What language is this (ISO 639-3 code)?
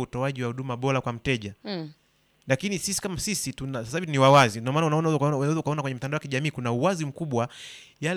swa